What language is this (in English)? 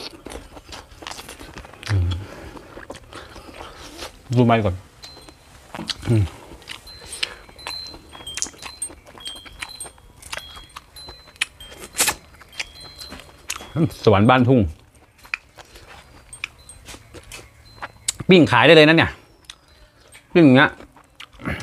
Thai